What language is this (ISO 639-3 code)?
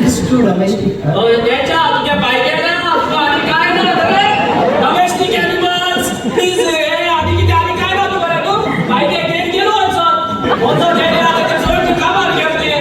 kok